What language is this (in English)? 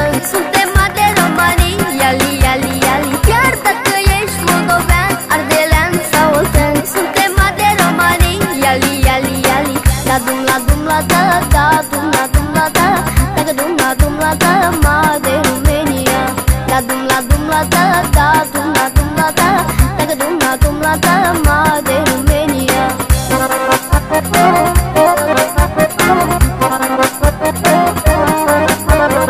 Romanian